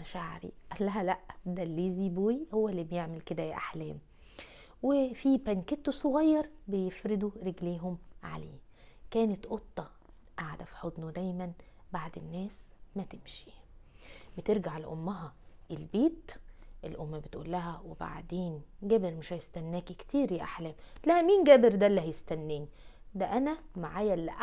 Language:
Egyptian Arabic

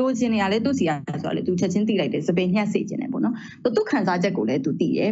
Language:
Burmese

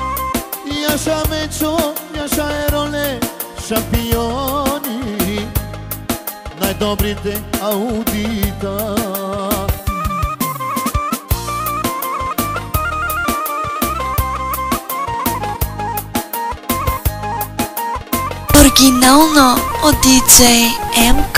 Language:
Bulgarian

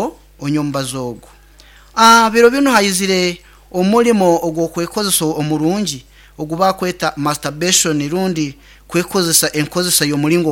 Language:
Nyoro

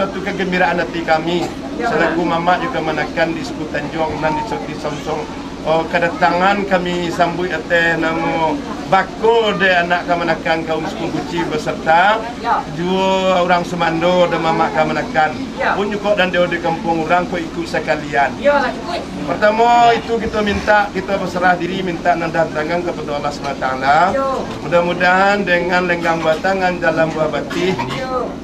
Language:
Minangkabau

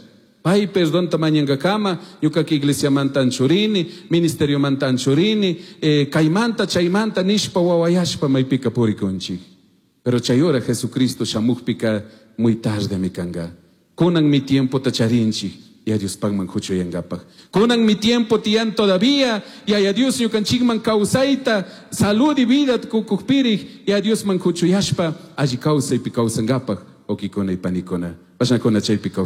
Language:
Chimborazo Highland Quichua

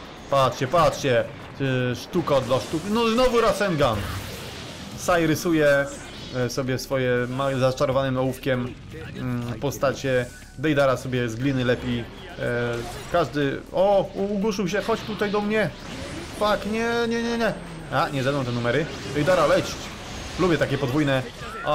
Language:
Polish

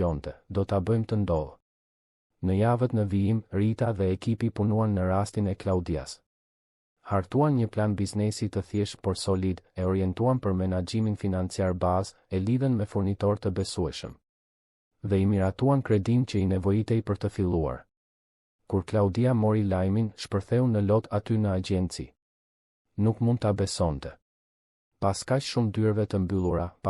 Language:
Albanian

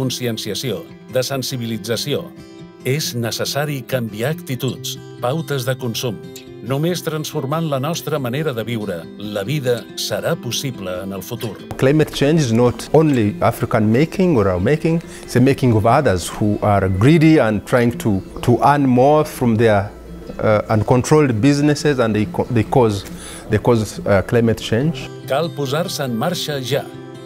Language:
Catalan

